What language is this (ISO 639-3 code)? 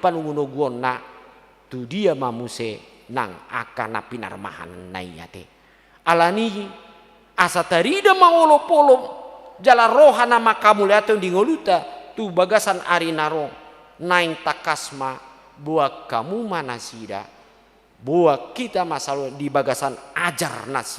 bbc